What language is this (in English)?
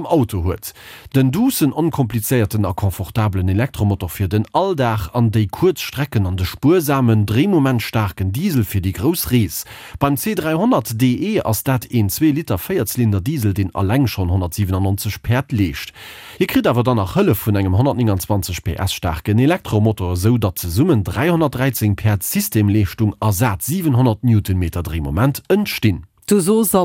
Luxembourgish